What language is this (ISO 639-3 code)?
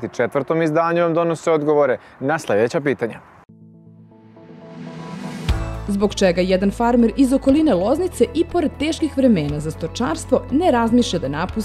srp